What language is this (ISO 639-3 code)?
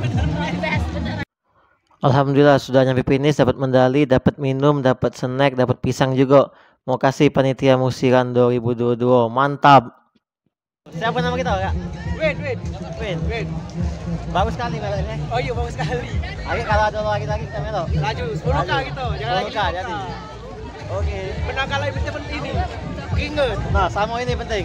mui